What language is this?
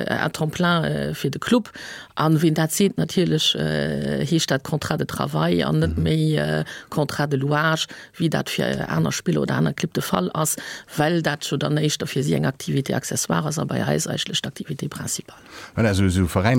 Luxembourgish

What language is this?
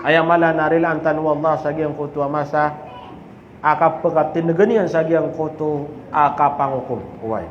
Maranao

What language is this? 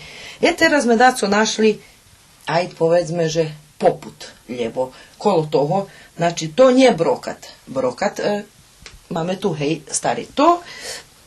Rusyn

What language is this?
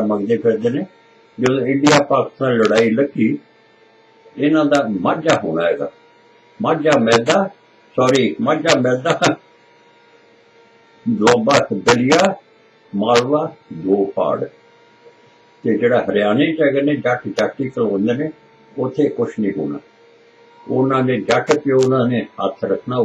Punjabi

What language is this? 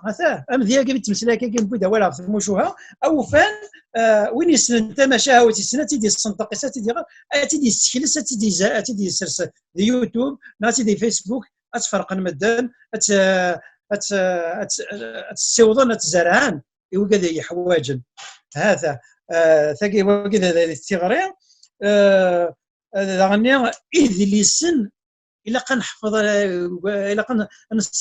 Kabyle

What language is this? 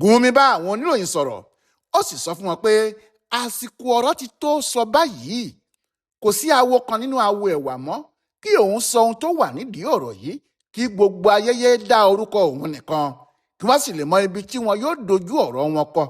Yoruba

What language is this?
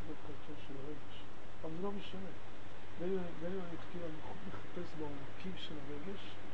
Hebrew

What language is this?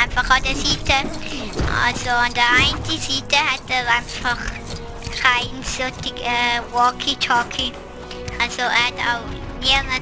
Swiss German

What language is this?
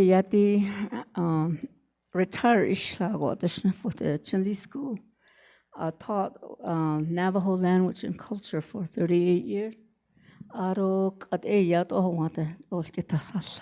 Navajo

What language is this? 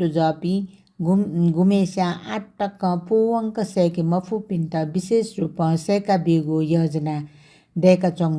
Newari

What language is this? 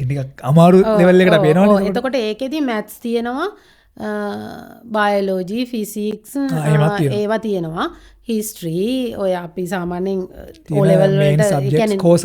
Sinhala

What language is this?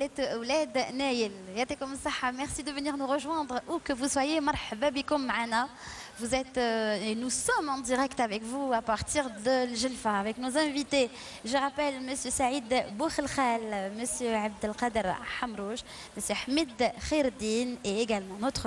French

